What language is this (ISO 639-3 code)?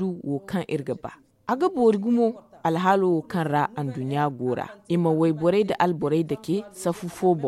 dje